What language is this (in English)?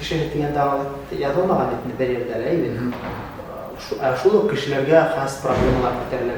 Bashkir